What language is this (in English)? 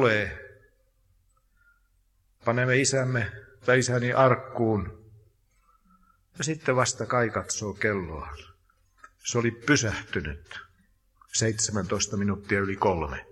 Finnish